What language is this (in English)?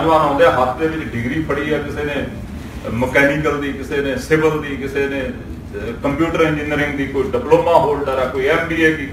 Punjabi